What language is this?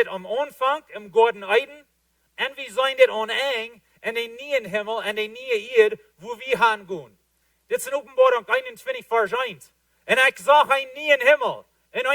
Plautdietsch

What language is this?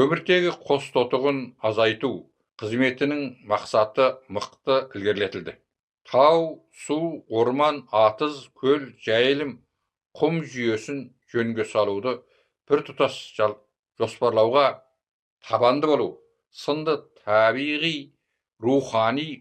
Kazakh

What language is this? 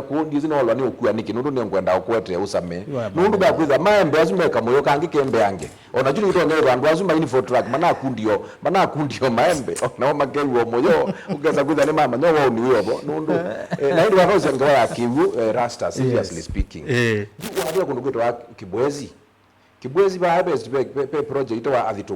Kamba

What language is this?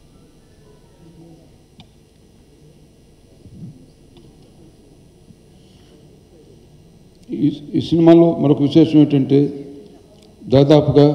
Telugu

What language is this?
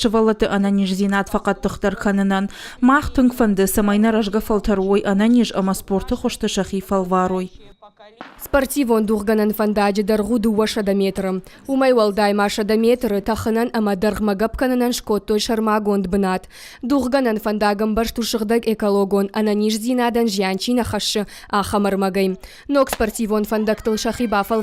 Ossetic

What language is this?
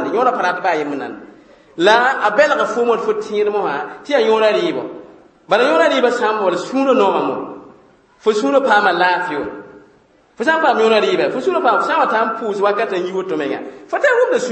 Mossi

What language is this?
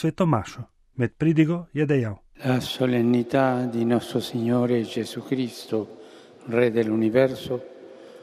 Slovenian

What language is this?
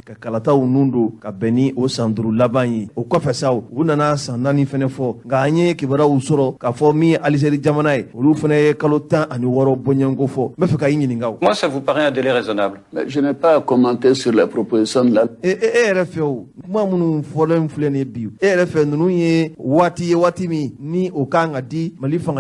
Bambara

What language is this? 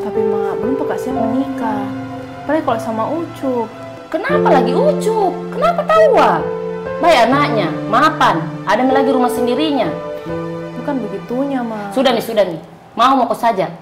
Makassar Malay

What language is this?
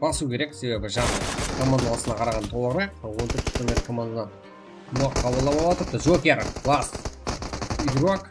Kara-Kalpak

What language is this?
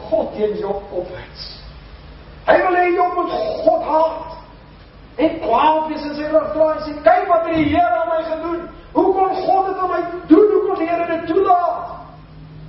Afrikaans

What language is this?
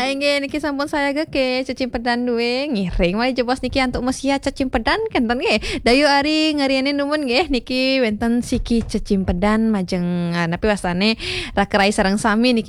Balinese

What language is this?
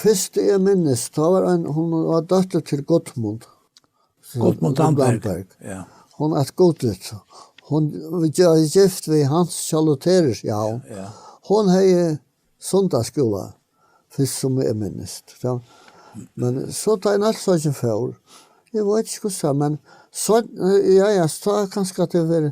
Faroese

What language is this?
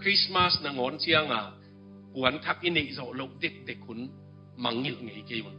Tedim Chin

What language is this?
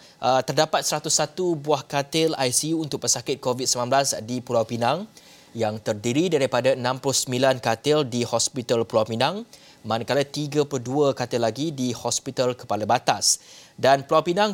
Malay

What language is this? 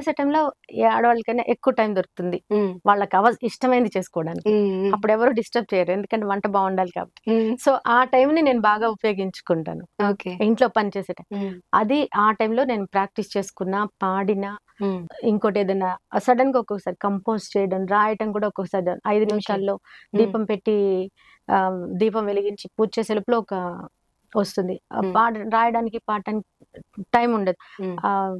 Telugu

